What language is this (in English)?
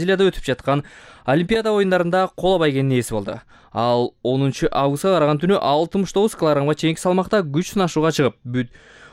Kyrgyz